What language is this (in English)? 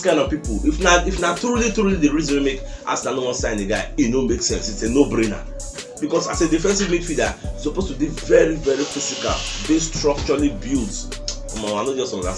Nigerian Pidgin